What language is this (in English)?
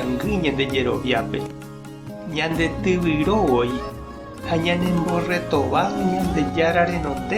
Guarani